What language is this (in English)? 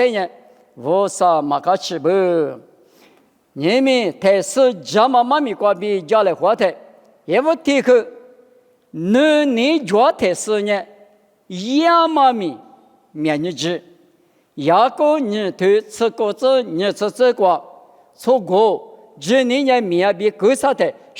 Lisu